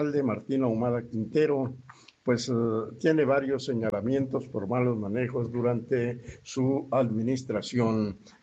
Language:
Spanish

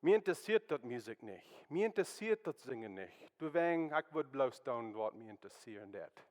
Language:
Plautdietsch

